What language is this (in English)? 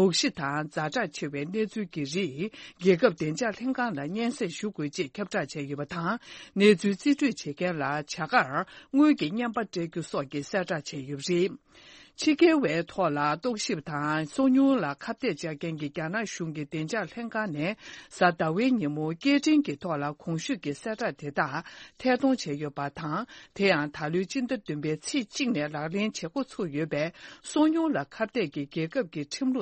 Tibetan